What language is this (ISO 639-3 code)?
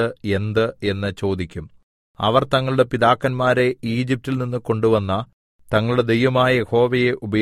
mal